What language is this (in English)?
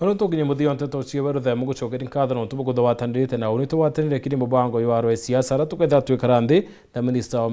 Meru